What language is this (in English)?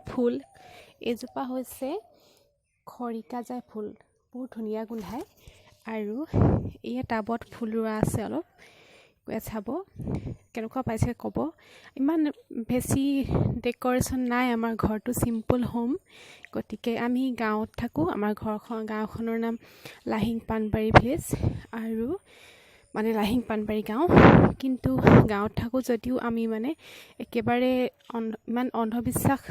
Assamese